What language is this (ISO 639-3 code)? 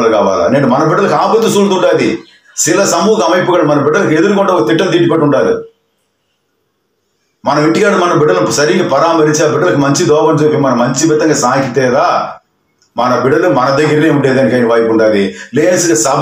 tel